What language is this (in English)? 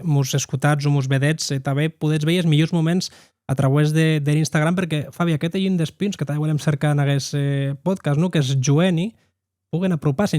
Occitan